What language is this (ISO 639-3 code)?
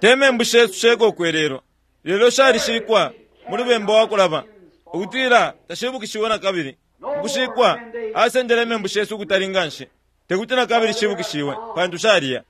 bem